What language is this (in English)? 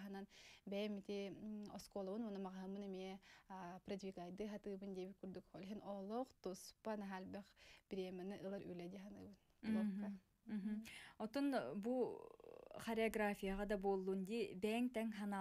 Yakut